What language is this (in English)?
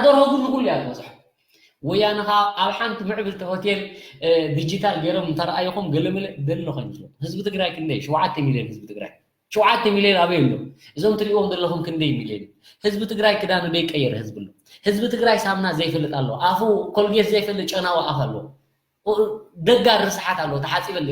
Tigrinya